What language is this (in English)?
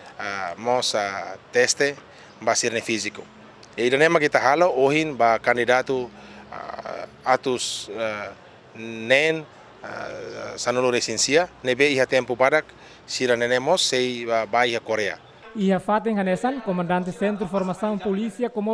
Tetum